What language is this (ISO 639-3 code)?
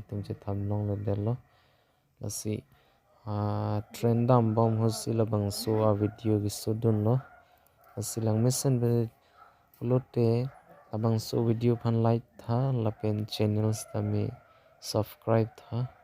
mjw